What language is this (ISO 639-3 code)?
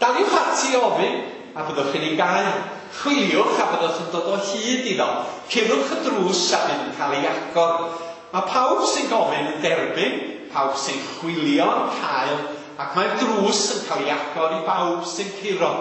cym